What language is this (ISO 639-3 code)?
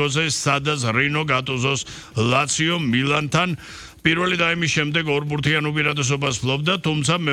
kat